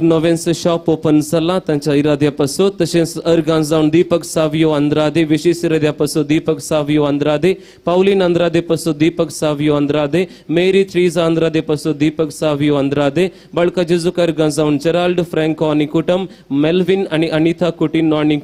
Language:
Konkani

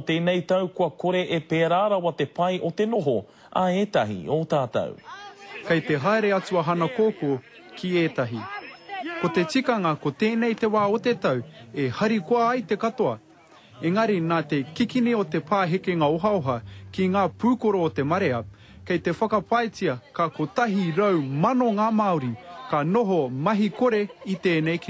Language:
Māori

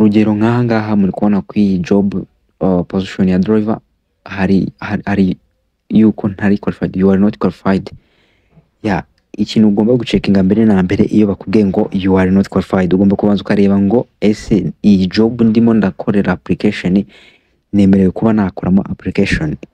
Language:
Kinyarwanda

